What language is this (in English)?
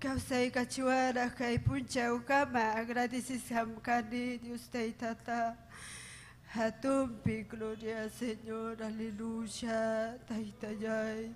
Ayacucho Quechua